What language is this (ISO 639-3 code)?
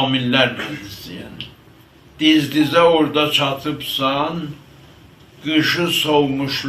azb